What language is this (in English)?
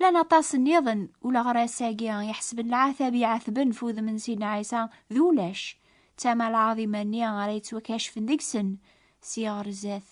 Kabyle